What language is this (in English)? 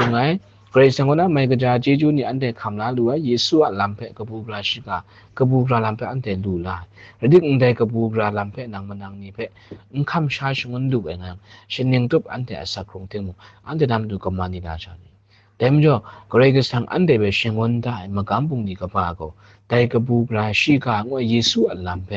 Kachin